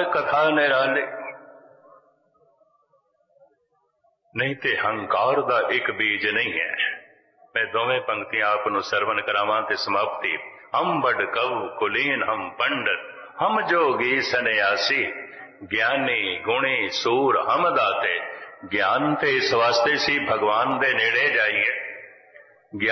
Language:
Punjabi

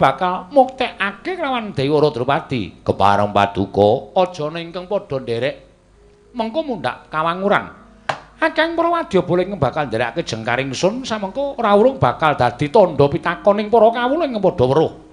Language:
Javanese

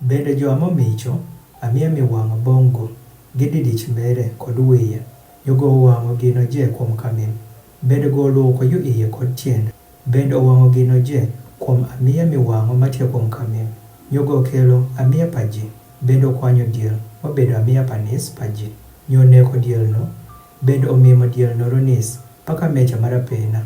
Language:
Adhola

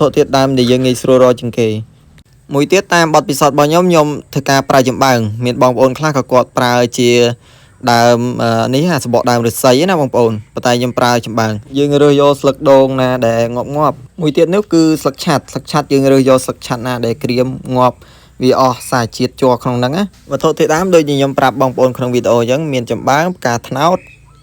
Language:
Khmer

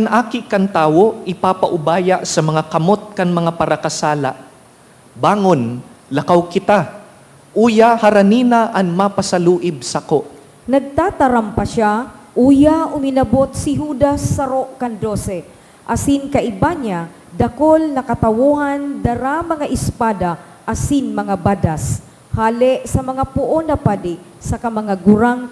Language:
Bikol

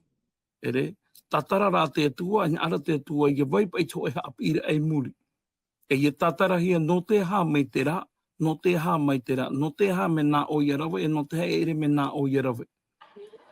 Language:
Tahitian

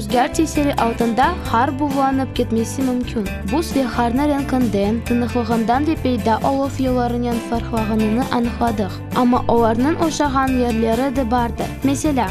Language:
Crimean Tatar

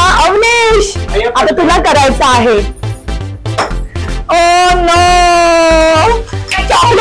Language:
Marathi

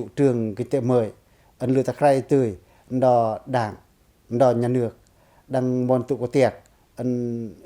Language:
Pacoh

